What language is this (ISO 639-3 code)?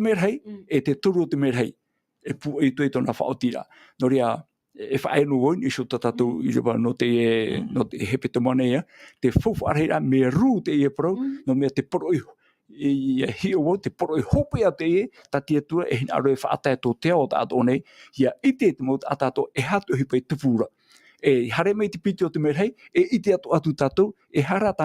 tah